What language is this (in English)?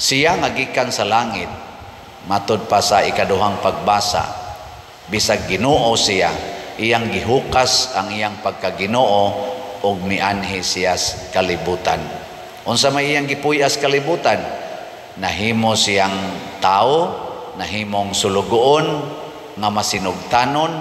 Cebuano